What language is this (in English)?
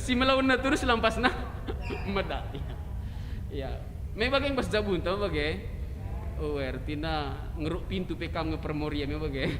Batak Karo